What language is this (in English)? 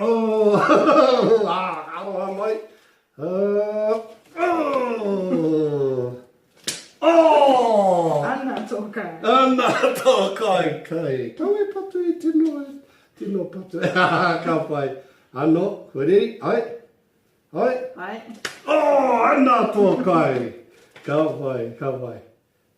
Māori